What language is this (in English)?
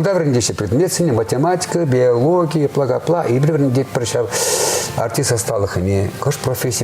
Chuvash